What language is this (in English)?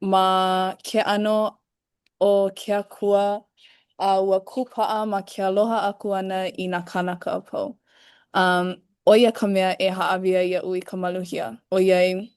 Hawaiian